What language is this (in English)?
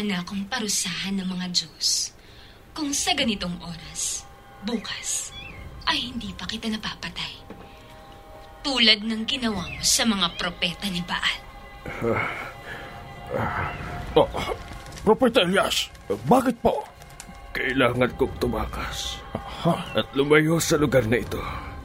Filipino